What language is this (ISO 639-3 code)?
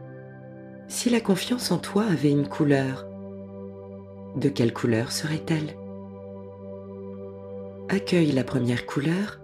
fra